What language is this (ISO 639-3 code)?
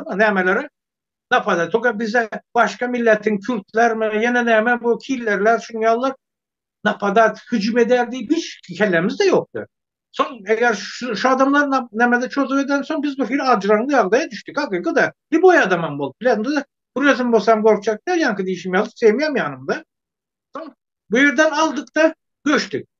tuk